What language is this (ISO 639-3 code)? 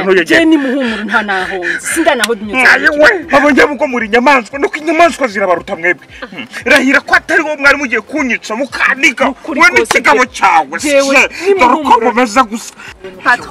kin